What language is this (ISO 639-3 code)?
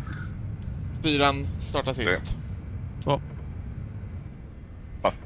swe